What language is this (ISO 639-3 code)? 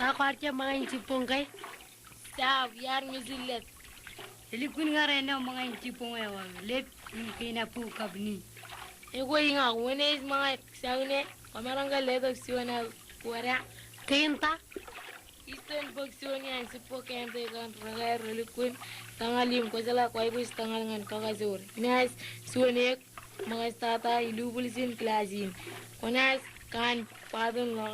mah